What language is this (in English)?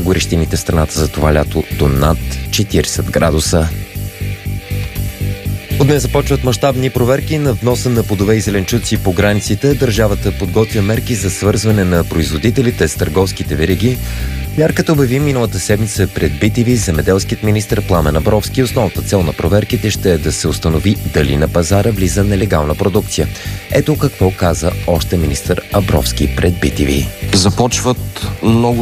Bulgarian